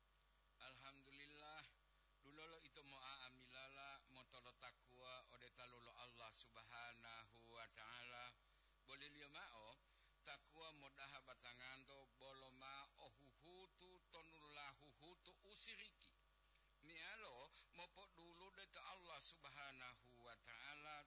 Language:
Gorontalo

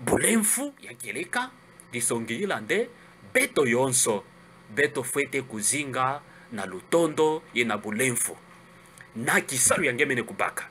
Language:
Kituba (Democratic Republic of Congo)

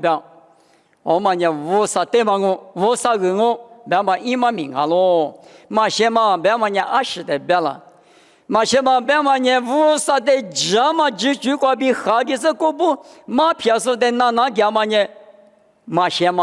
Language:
Lisu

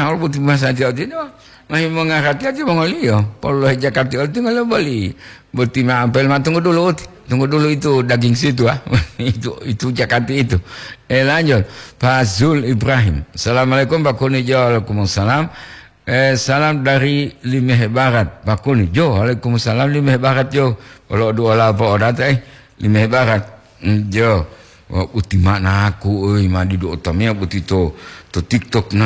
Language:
Gorontalo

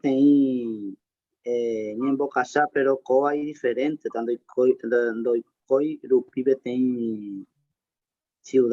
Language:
Guarani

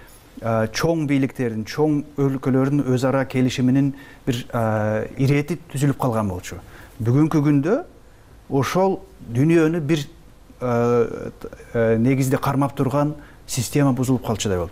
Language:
Kyrgyz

